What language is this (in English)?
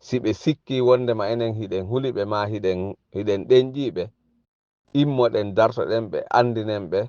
Fula